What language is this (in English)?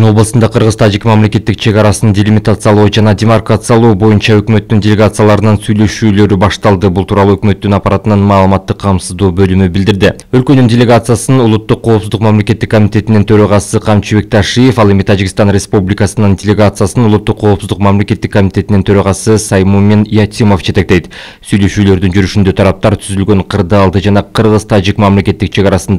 Kyrgyz